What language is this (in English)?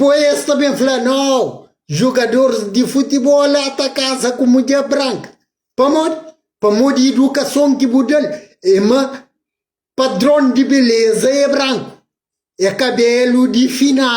Kabuverdianu